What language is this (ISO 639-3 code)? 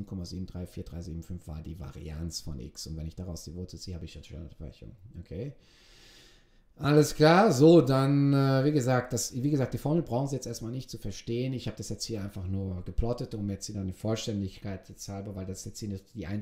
deu